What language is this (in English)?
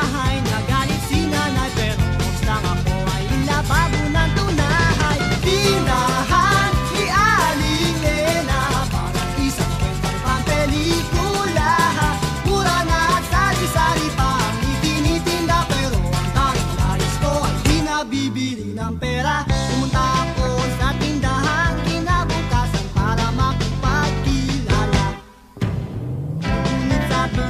Filipino